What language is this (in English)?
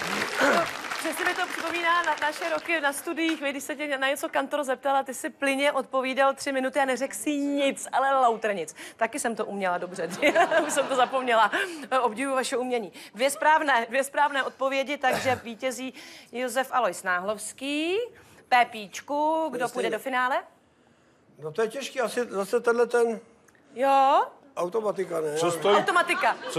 Czech